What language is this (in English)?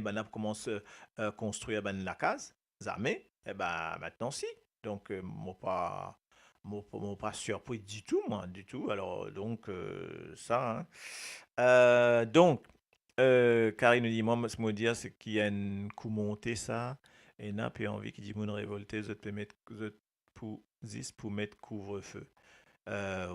Morisyen